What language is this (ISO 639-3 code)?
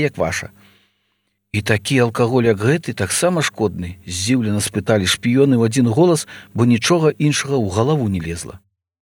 bel